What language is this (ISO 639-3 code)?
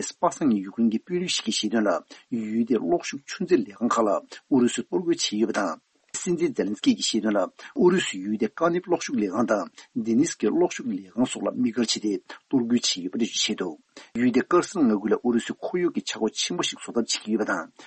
bod